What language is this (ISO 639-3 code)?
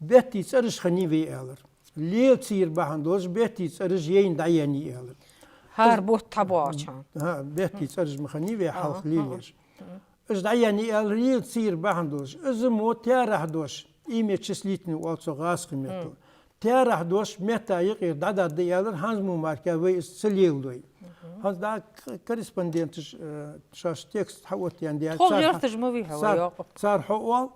inh